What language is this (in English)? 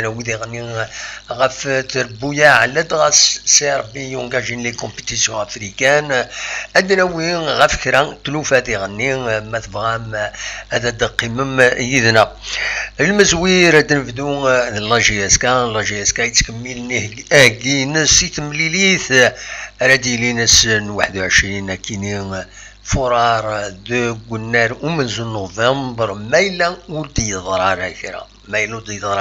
Kabyle